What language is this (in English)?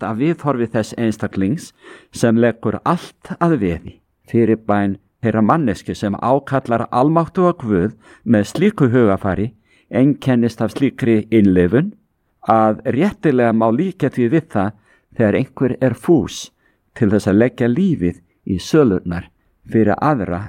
Icelandic